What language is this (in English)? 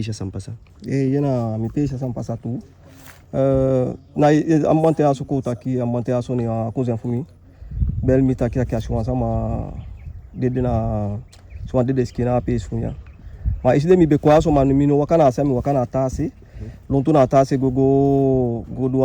Eastern Maroon Creole